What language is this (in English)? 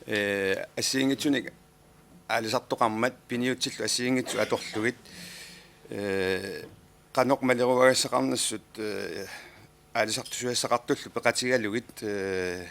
Kalaallisut